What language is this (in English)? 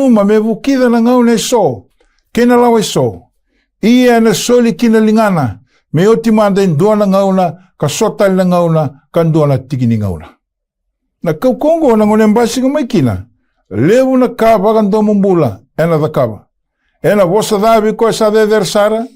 Fijian